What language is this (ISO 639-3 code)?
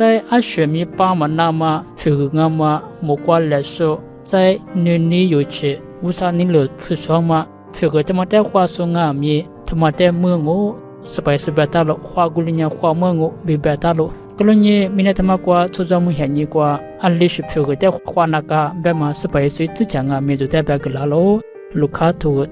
lis